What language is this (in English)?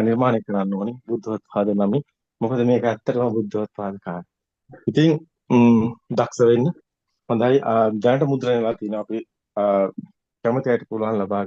Sinhala